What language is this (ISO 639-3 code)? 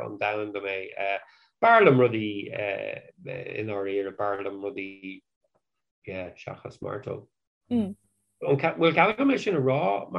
gle